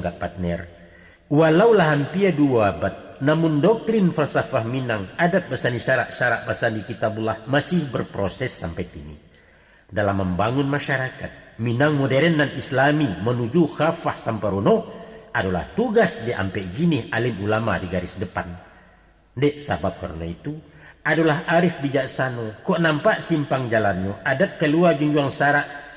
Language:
Minangkabau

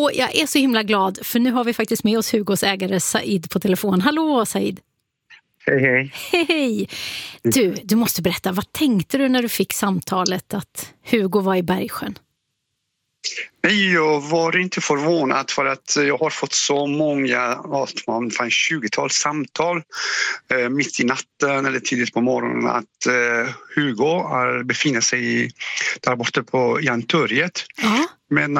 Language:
Swedish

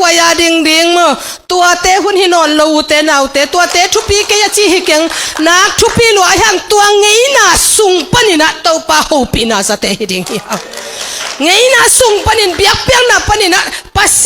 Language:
Tedim Chin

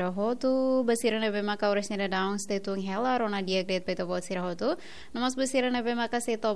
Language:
Tetum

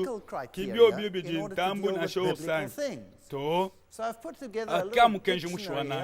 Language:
Luba-Lulua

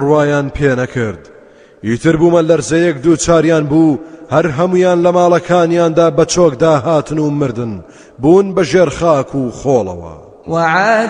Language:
Central Kurdish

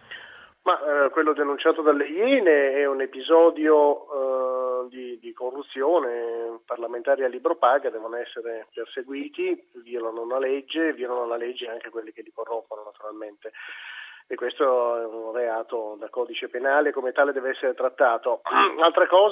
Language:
Italian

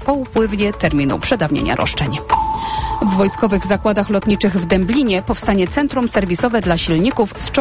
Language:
Polish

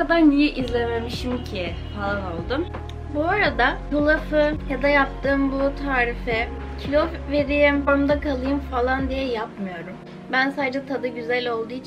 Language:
Turkish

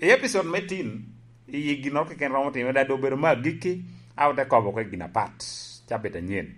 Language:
Lango (Uganda)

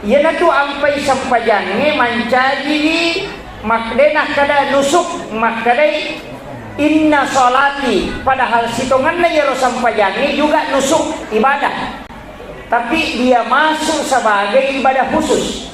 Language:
Buginese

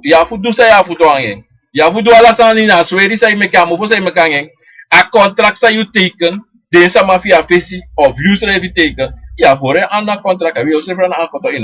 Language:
Sranan Tongo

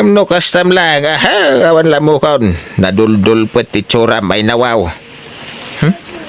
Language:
Iloko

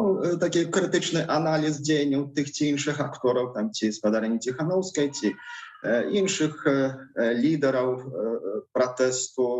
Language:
Belarusian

